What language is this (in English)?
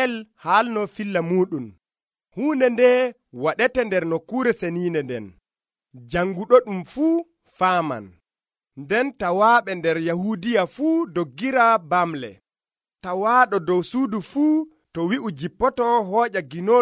Nigerian Fulfulde